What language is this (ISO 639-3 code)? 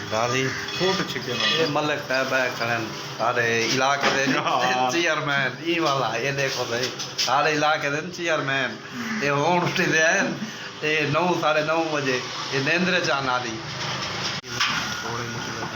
skr